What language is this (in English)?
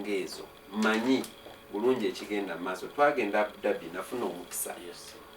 Ganda